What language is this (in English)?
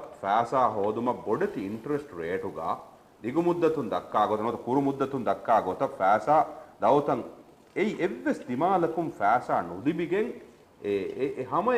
Divehi